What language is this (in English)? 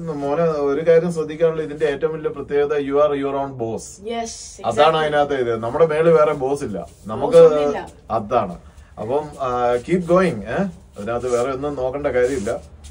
Malayalam